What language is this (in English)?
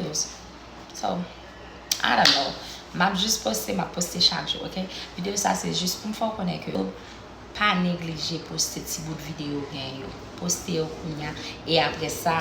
Haitian Creole